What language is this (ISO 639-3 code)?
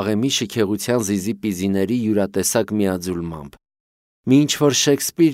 hye